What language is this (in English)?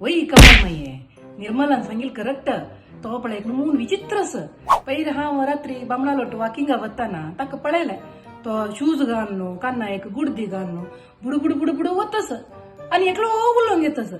Konkani